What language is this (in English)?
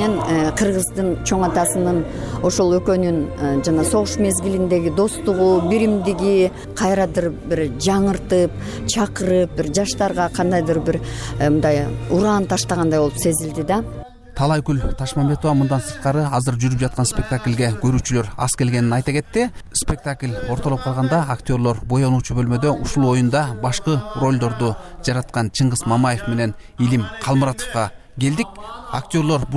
Kyrgyz